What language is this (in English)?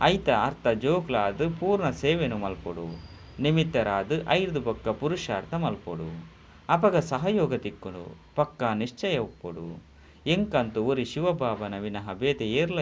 Tulu